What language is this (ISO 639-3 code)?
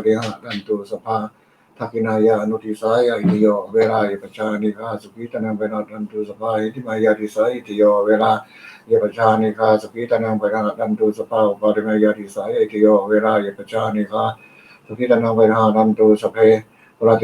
pli